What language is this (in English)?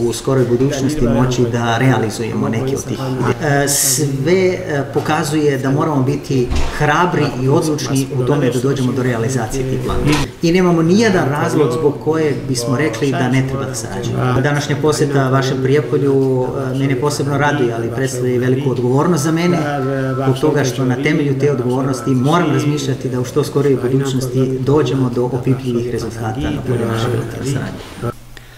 Serbian